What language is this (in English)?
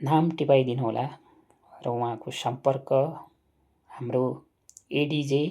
Nepali